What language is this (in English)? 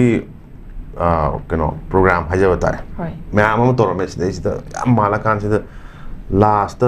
Manipuri